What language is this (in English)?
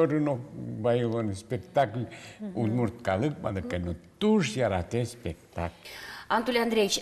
Udmurt